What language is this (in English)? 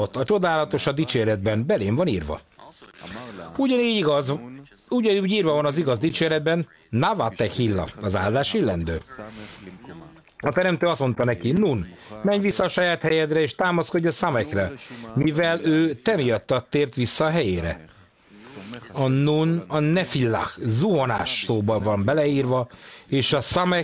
Hungarian